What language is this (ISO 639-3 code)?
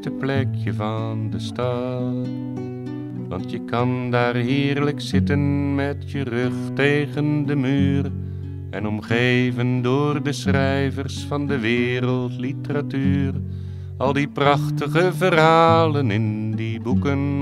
nld